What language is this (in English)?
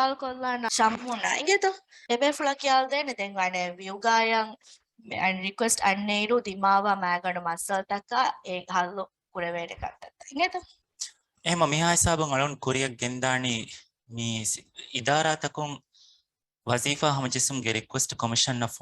Divehi